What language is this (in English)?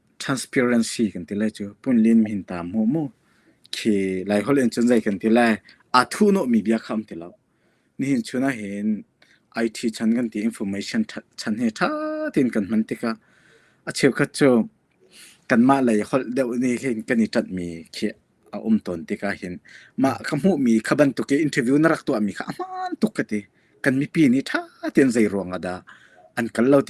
Hakha Chin